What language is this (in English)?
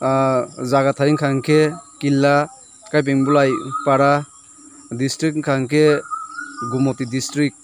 Kok Borok